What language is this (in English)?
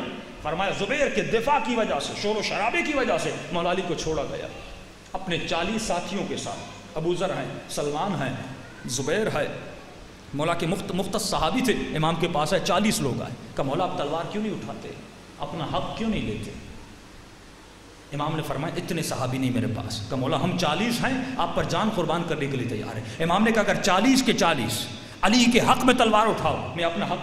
Urdu